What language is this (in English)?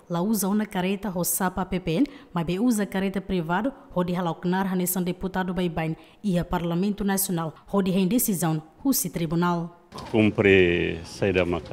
Tetum